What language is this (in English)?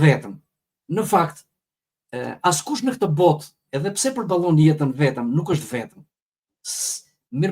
Albanian